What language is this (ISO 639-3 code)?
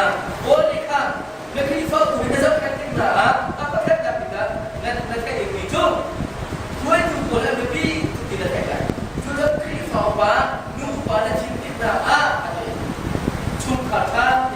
cnh